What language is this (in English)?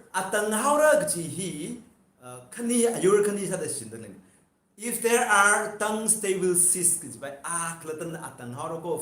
Tangkhul Naga (India)